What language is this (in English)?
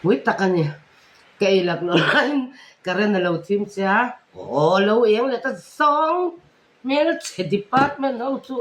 Mizo